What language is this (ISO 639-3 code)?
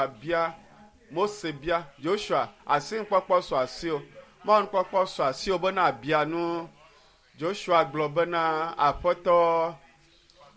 ewe